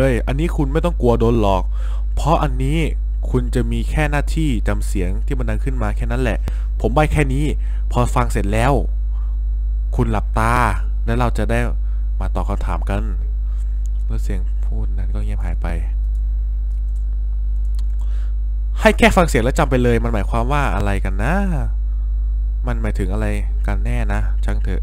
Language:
Thai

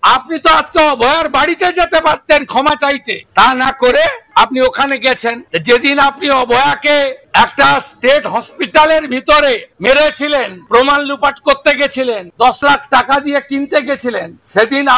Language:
Bangla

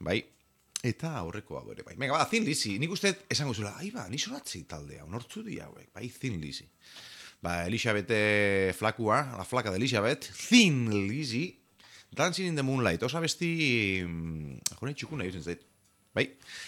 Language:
Basque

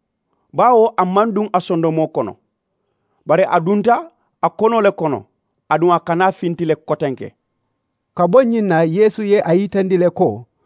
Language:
Mandingo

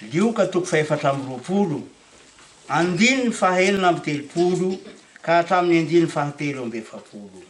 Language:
Malagasy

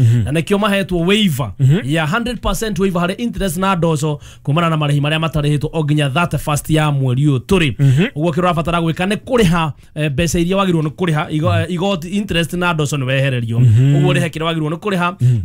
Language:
Kikuyu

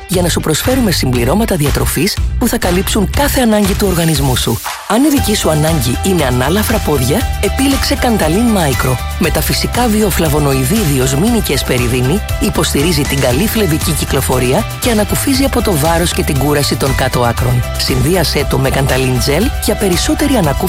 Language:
Greek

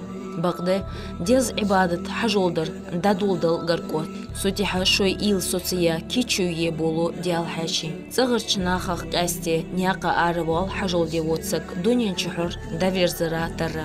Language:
Ingush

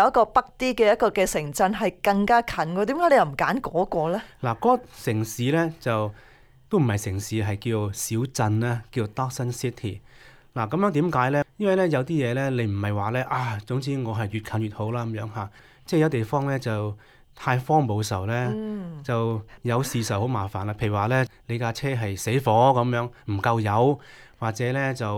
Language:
Cantonese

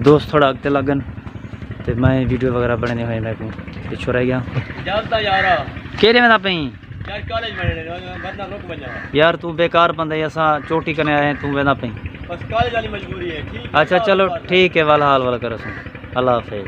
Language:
Saraiki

